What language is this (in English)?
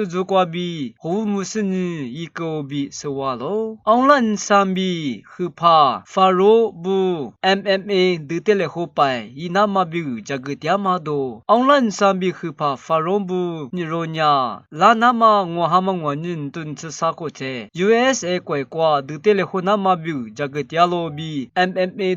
Lisu